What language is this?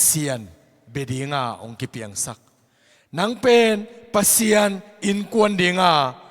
Tedim Chin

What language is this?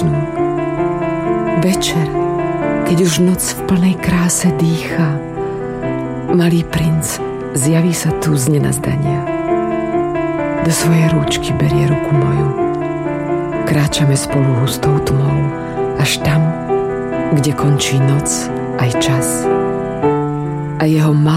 Slovak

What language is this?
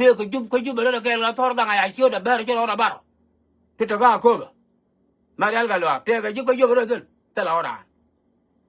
Nuer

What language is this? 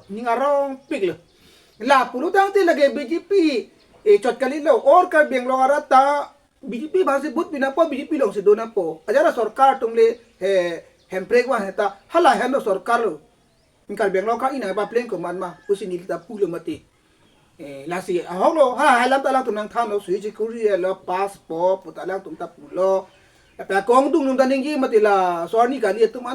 Karbi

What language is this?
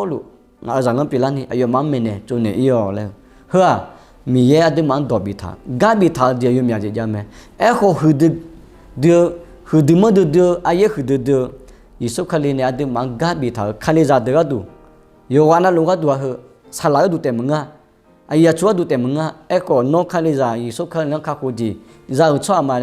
Akha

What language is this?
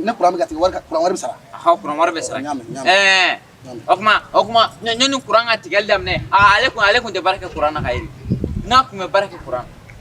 Bambara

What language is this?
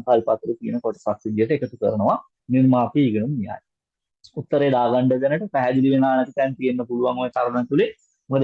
Sinhala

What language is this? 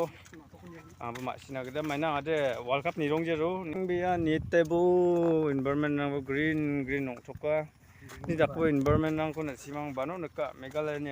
Garo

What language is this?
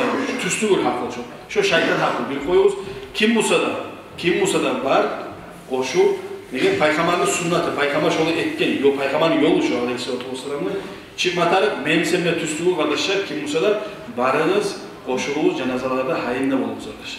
Kumyk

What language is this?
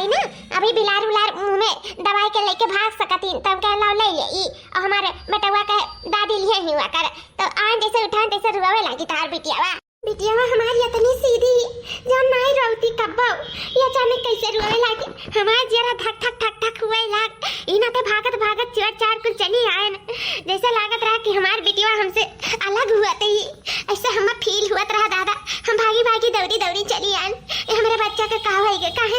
Awadhi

